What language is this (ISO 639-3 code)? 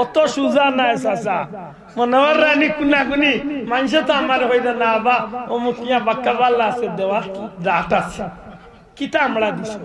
syl